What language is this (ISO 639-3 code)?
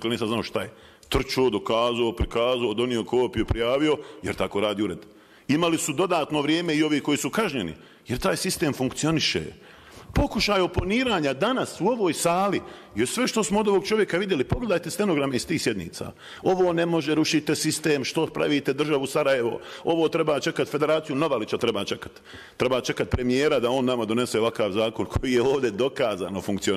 bos